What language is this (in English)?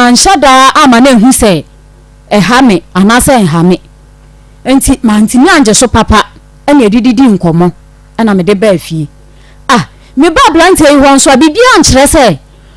Akan